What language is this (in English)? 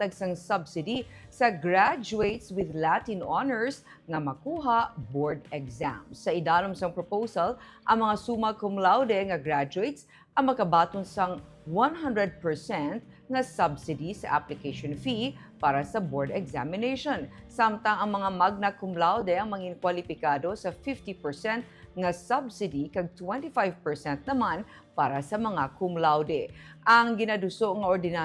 Hiligaynon